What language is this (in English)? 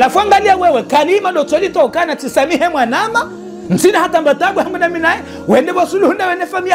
Ngazidja Comorian